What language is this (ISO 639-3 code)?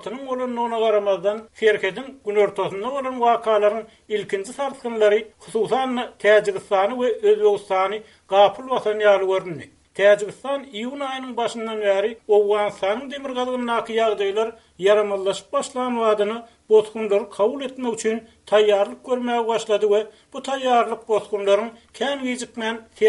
tuk